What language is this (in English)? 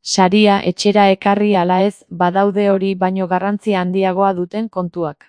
Basque